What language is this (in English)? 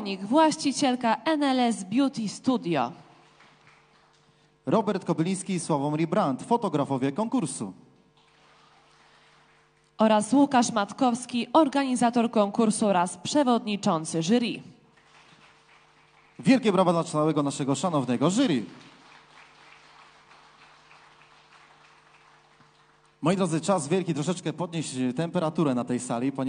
Polish